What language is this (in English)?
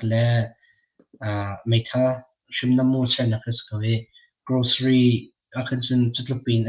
Hakha Chin